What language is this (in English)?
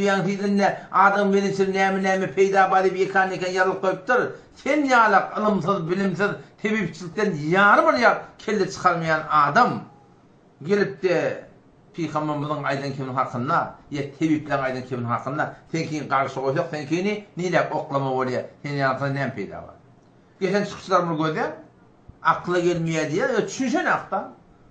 Turkmen